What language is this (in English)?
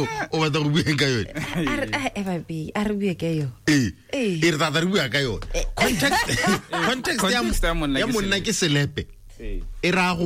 Tswana